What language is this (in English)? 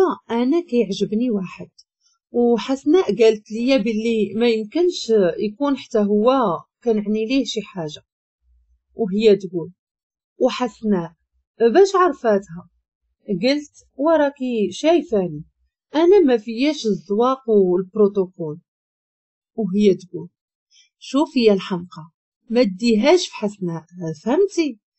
Moroccan Arabic